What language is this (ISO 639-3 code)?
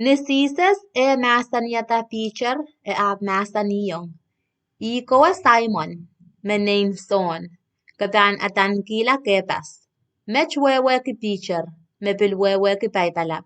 pon